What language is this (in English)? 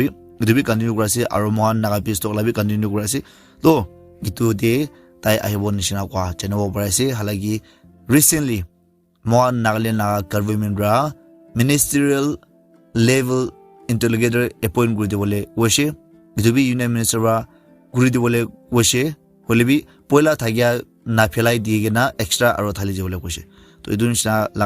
Naga Pidgin